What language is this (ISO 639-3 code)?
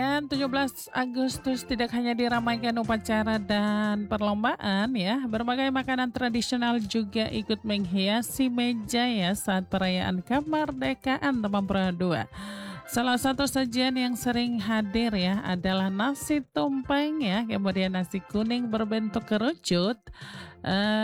ind